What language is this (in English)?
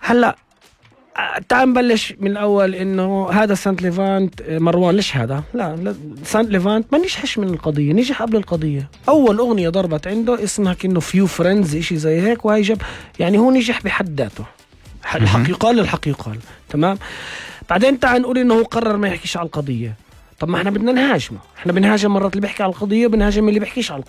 North Levantine Arabic